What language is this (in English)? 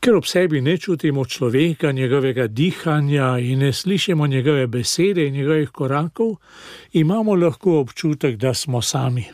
Slovenian